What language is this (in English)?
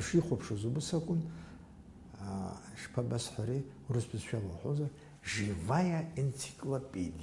Abkhazian